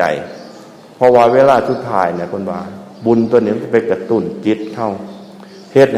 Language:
Northeastern Thai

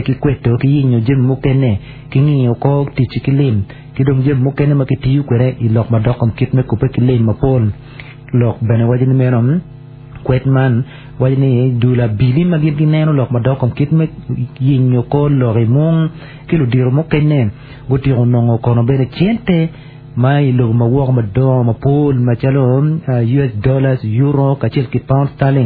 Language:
Acoli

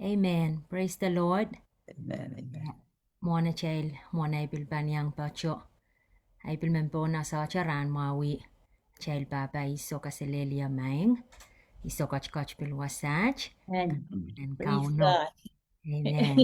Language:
Pohnpeian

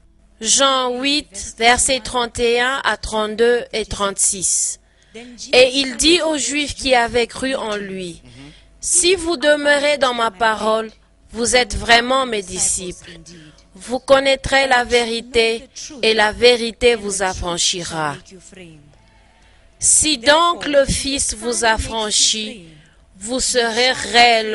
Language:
French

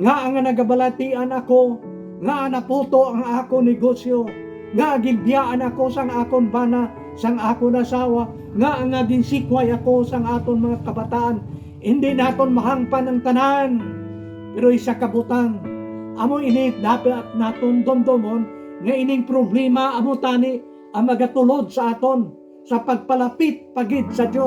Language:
Hiligaynon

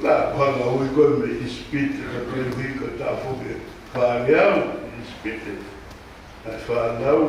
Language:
Tongan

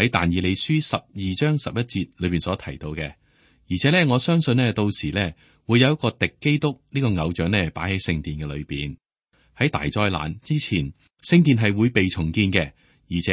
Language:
Cantonese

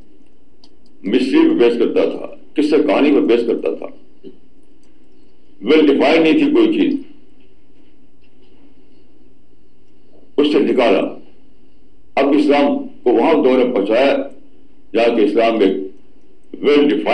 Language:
Urdu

